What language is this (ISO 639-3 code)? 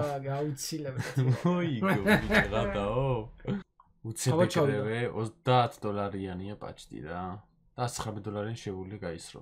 kat